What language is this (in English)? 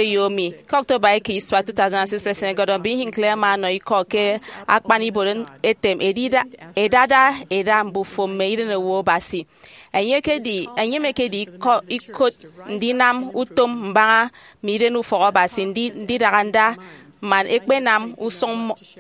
Efik